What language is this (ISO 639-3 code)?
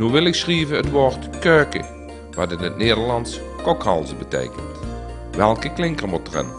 lim